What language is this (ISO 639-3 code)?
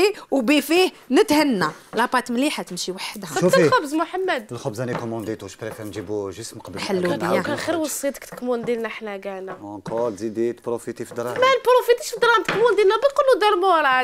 arq